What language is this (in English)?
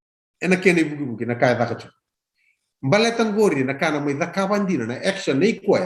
Fijian